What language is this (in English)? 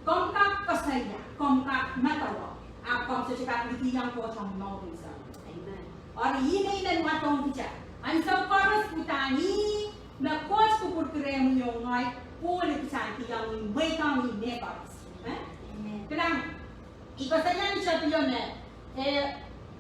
Pohnpeian